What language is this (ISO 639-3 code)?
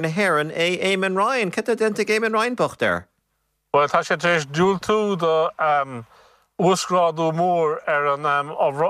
gle